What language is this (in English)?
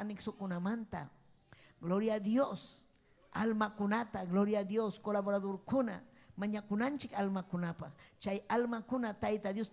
Ayacucho Quechua